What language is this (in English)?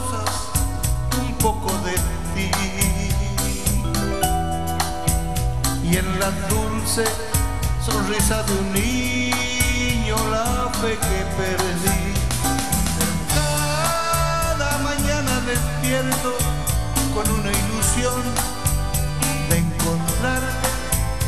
Spanish